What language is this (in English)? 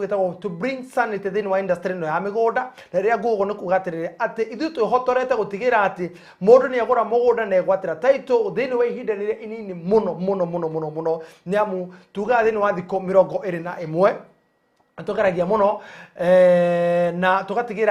Kikuyu